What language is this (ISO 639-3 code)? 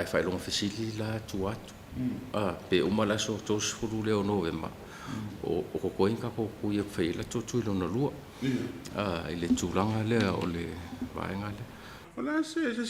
smo